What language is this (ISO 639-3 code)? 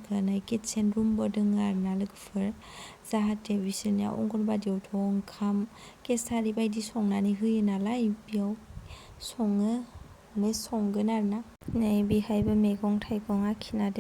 brx